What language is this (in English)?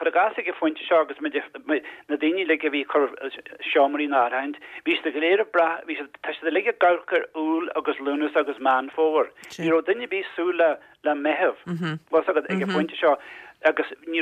Irish